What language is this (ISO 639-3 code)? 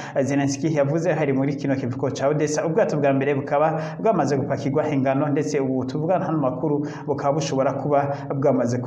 run